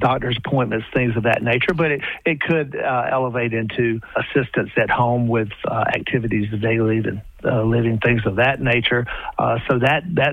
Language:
English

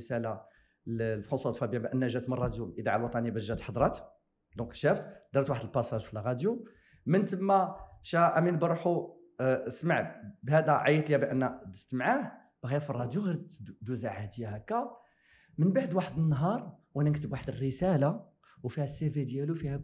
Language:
Moroccan Arabic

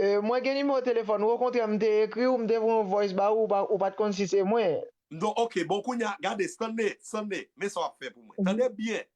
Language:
Haitian Creole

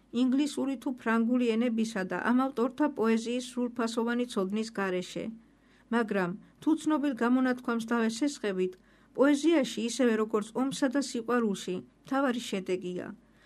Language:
Georgian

